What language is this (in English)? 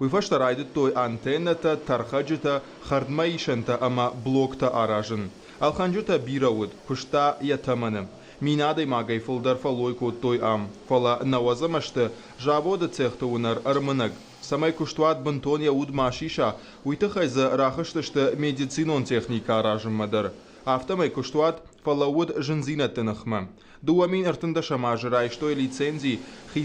Ossetic